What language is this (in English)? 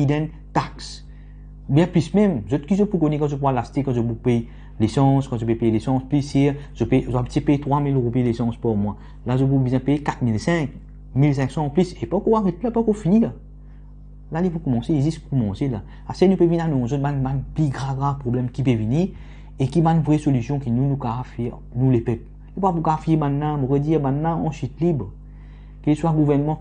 Morisyen